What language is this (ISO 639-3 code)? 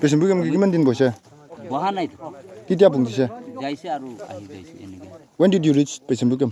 nag